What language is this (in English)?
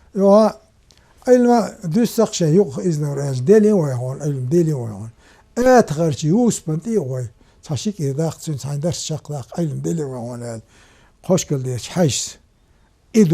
Chechen